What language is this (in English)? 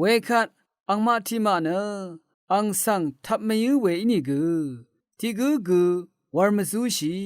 Rawang